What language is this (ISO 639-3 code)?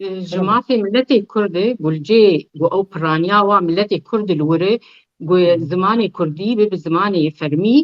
kur